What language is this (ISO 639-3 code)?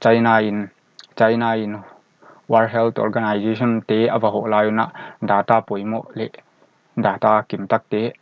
pck